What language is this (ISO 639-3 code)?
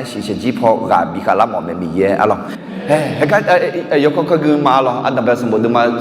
ahk